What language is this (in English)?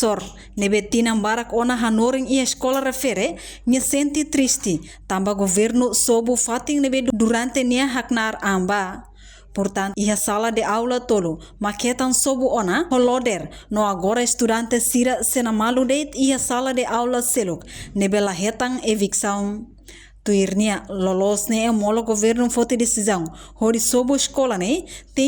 Tetum